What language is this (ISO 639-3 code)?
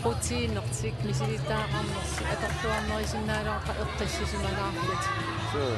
kal